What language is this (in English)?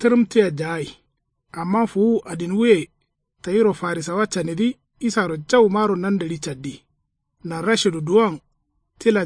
Kanuri